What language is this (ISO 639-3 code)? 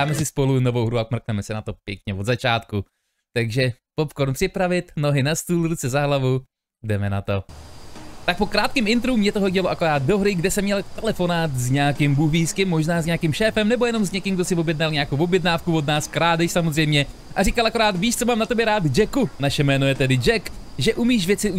ces